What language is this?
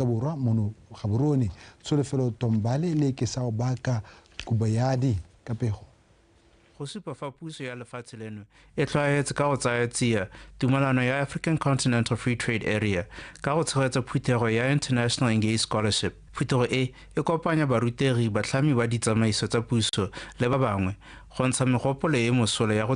Tswana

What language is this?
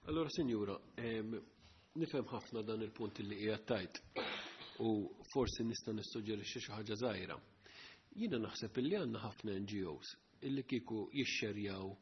Maltese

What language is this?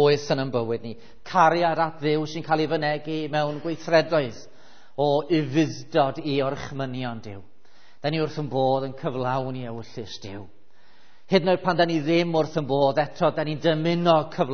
Welsh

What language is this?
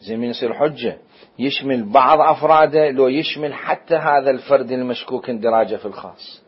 Mesopotamian Arabic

